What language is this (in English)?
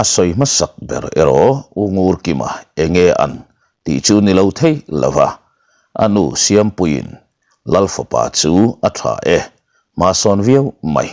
Mizo